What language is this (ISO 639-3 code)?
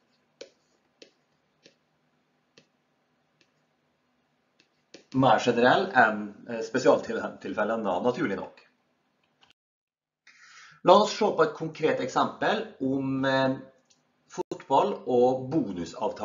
nor